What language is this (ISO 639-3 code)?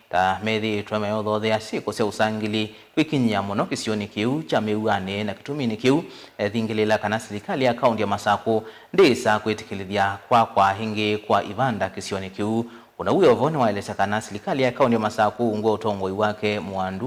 kam